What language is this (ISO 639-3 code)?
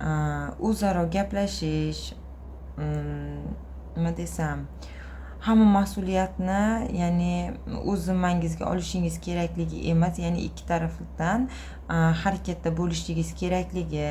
uzb